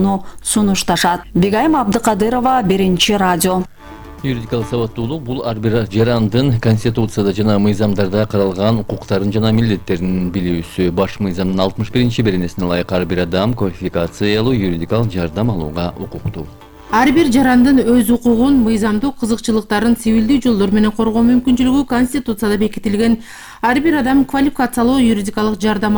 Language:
Kyrgyz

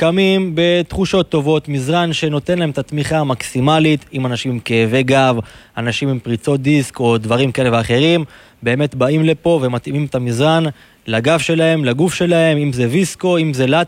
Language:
Hebrew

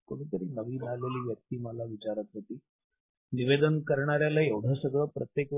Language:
Marathi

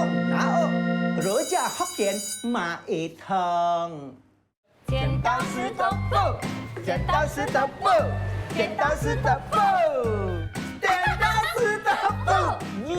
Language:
Min Nan Chinese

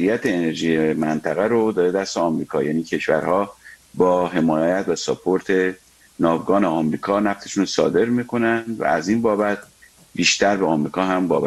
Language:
Persian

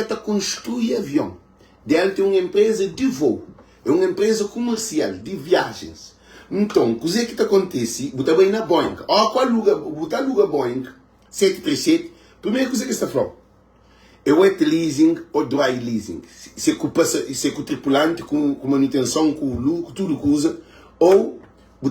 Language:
Kabuverdianu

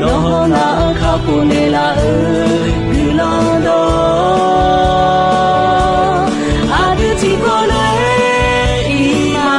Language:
Akha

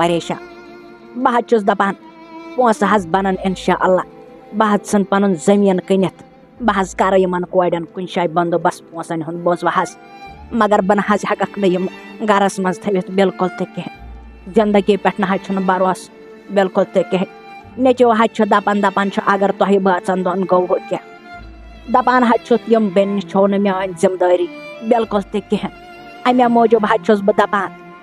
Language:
Kashmiri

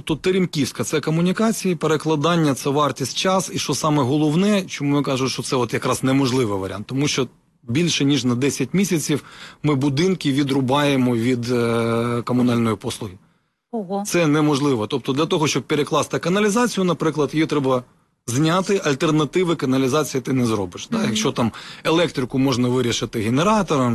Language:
Ukrainian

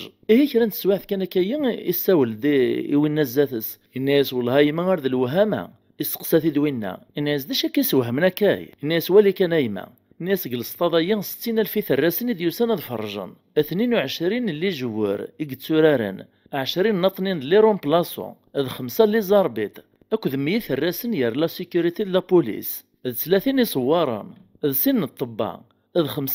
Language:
Kabyle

